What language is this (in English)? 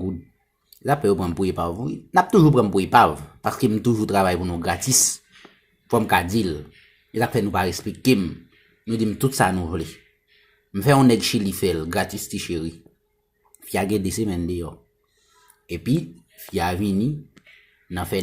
Haitian Creole